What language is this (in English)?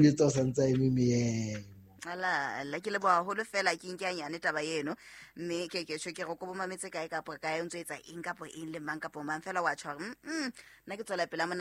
Southern Sotho